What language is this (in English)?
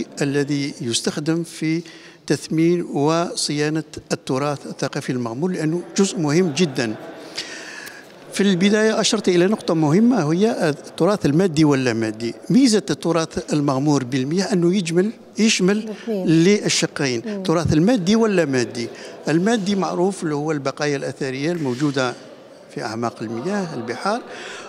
Arabic